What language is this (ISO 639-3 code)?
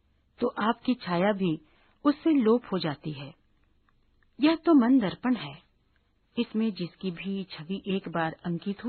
hin